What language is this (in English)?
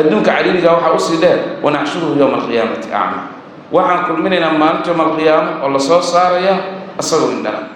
Somali